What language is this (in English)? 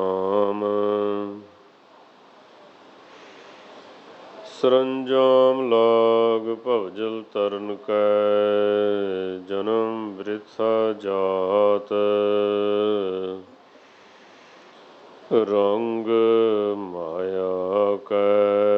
Punjabi